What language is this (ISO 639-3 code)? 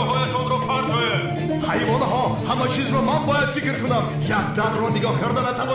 tgk